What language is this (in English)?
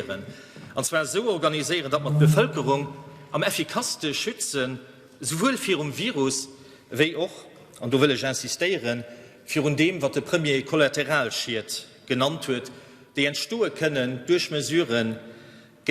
Luxembourgish